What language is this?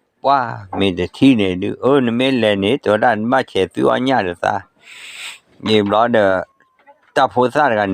S'gaw Karen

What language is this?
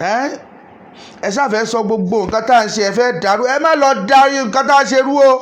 Yoruba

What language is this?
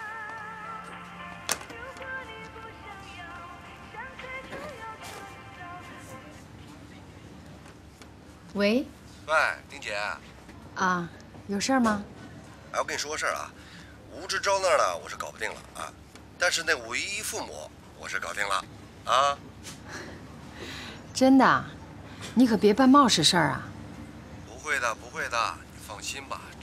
Chinese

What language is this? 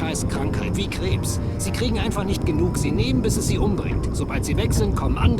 Bavarian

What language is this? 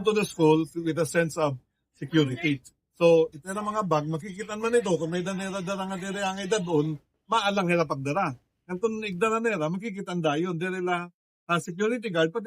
Waray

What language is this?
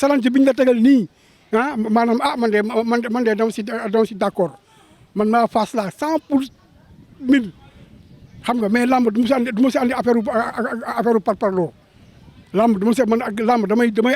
Wolof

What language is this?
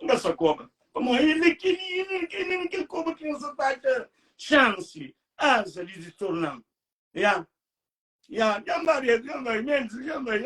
Kabuverdianu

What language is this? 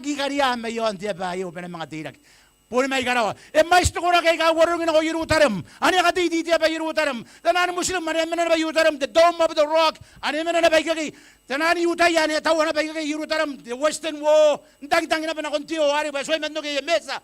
Gilbertese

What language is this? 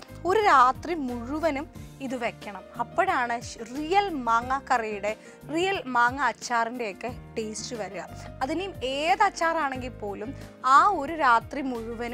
Malayalam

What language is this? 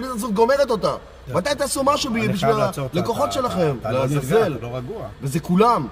Hebrew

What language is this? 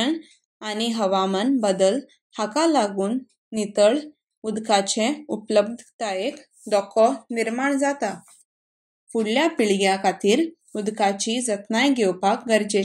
Konkani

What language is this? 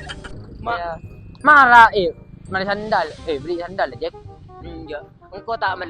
Madurese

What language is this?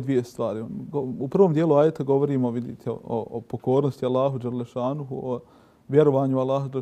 Bosnian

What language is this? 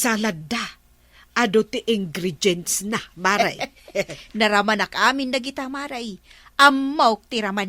Iloko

